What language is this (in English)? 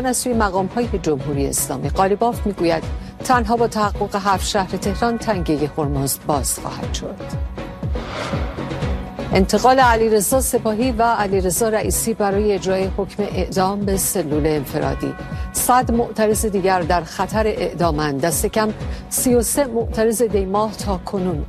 Persian